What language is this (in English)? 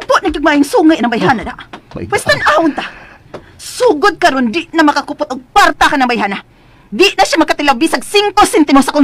Cebuano